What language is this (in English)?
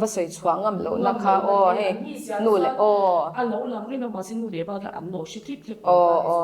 Mizo